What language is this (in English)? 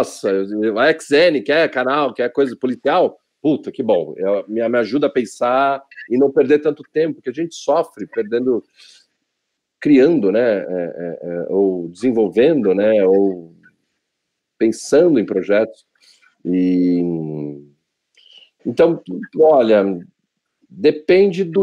Portuguese